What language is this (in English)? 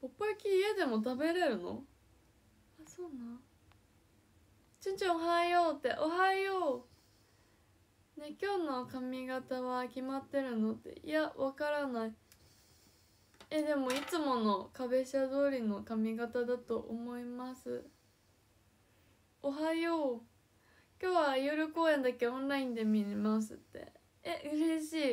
Japanese